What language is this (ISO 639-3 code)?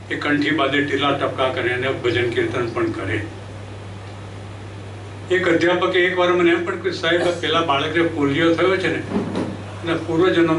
guj